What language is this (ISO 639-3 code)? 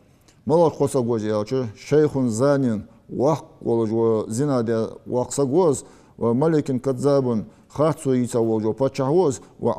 inh